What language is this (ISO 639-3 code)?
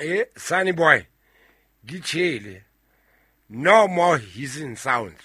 sot